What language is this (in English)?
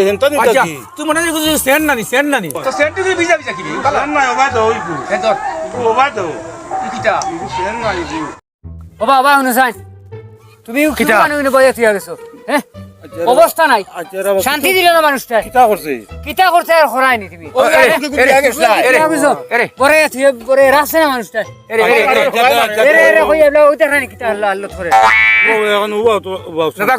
Sylheti